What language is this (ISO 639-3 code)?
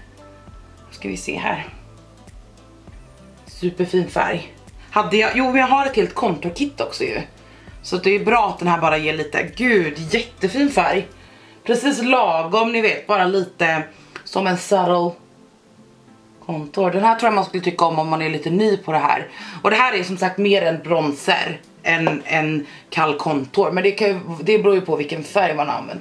swe